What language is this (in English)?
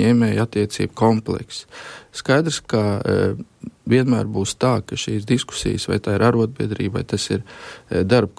Latvian